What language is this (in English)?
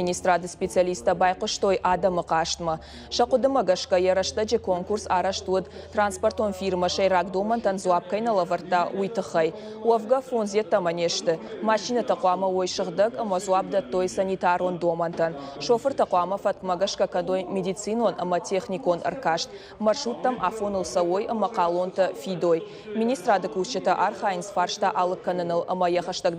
Ossetic